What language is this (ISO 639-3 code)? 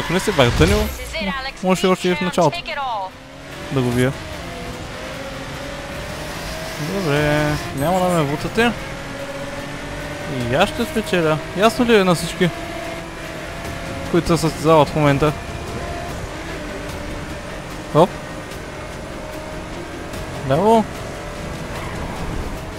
bul